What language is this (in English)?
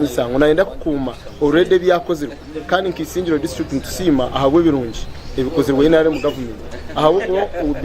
Nyankole